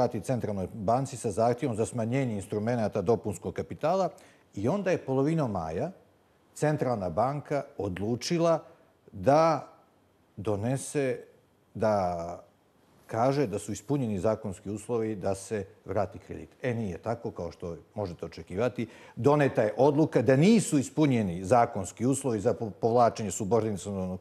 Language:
Bosnian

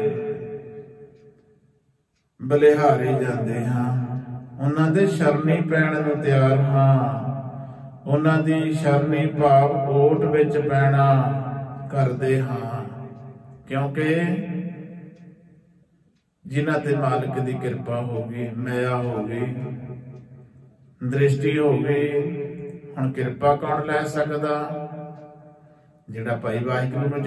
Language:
Punjabi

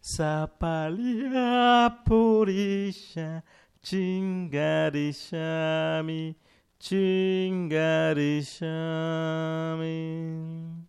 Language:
Chimborazo Highland Quichua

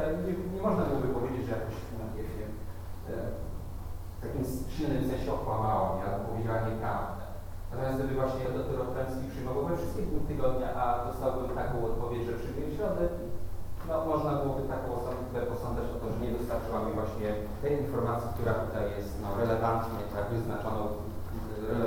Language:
Polish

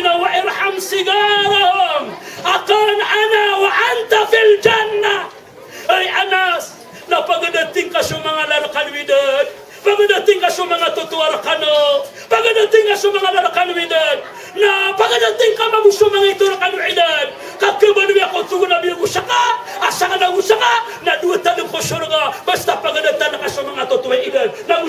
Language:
Maranao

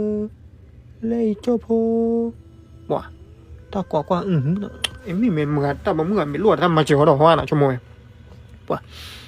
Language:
S'gaw Karen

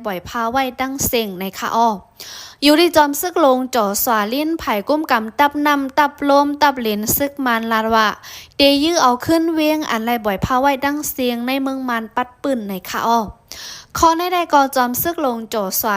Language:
Shan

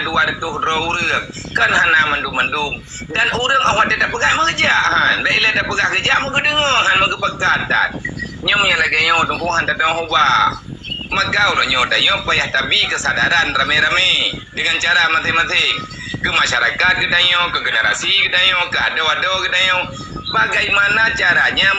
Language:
Achinese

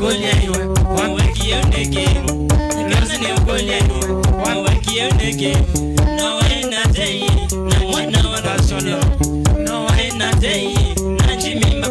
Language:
Kamba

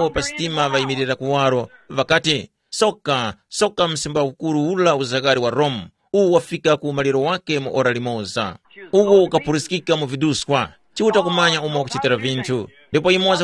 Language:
Tumbuka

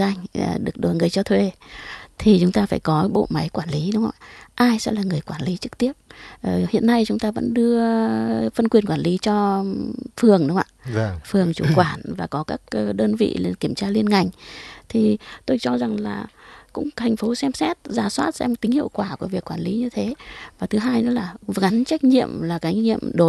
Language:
Vietnamese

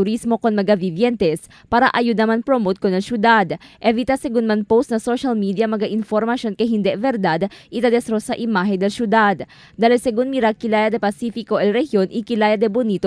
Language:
Chavacano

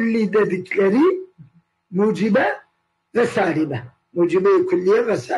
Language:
Turkish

